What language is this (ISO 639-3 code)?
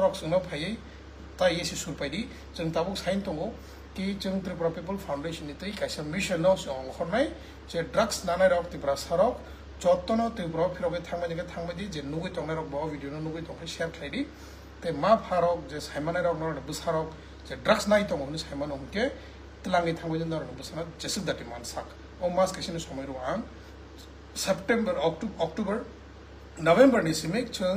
trp